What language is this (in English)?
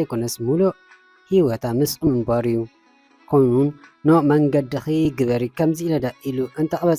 Tigrinya